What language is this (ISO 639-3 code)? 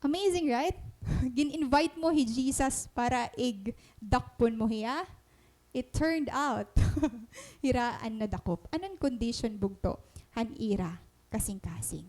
war